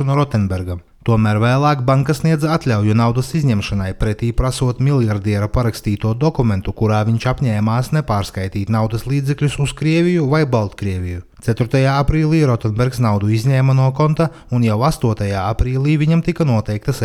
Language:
Latvian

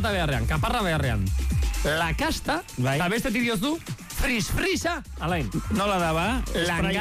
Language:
Basque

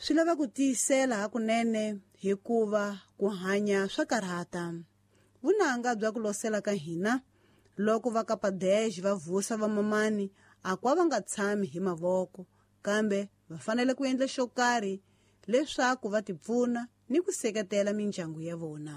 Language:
Tsonga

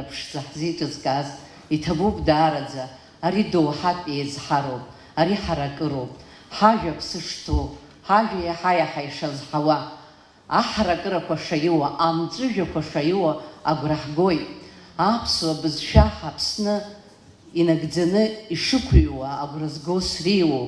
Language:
Abkhazian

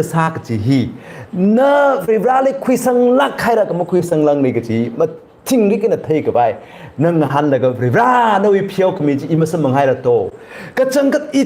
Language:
Tangkhul Naga (India)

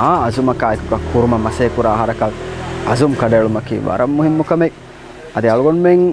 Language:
Divehi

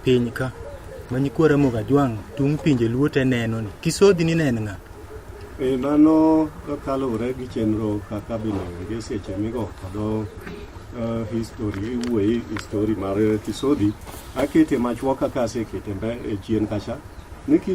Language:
Luo (Kenya and Tanzania)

